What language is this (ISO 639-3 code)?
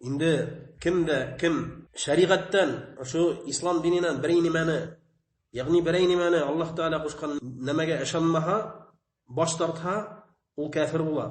bak